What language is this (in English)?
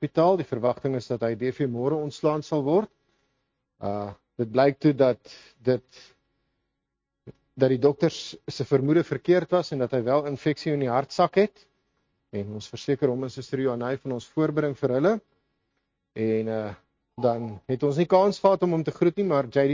Afrikaans